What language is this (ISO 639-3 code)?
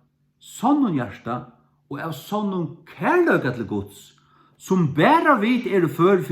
fao